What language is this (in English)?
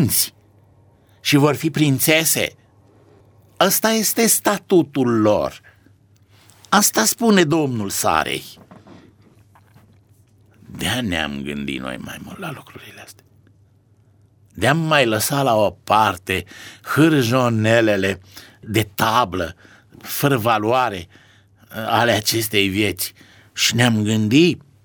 Romanian